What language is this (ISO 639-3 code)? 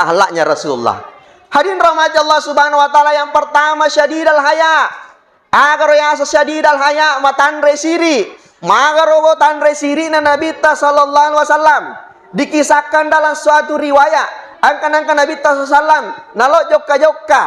bug